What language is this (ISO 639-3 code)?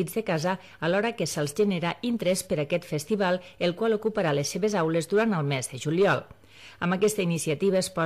cat